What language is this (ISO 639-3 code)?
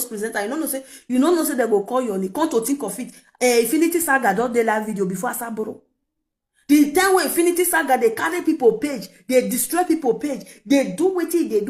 pcm